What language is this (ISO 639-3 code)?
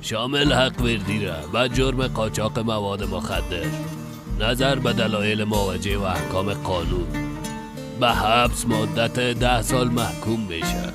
fas